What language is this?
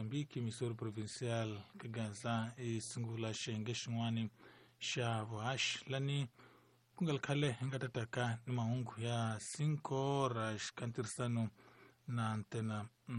Tsonga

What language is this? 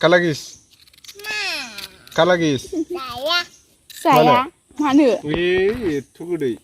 Bodo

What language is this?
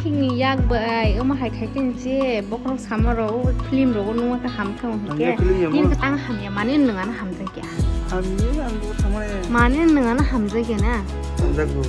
Kok Borok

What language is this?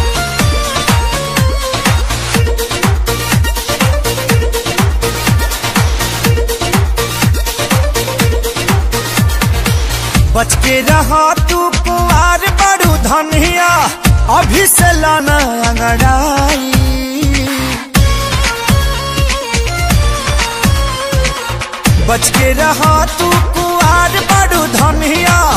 Bhojpuri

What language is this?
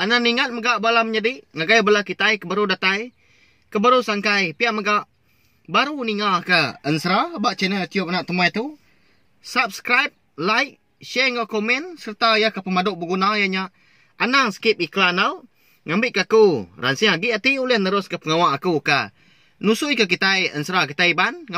Iban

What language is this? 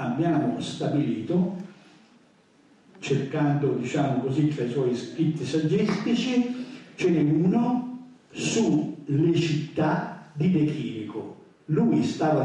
Italian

